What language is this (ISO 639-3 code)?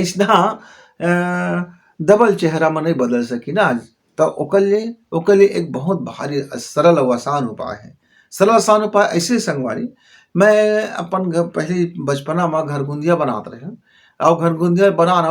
hne